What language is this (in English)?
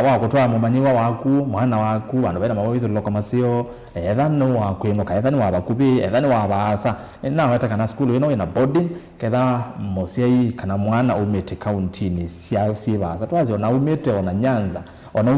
Kamba